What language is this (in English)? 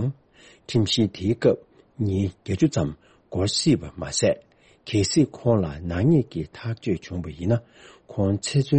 Tibetan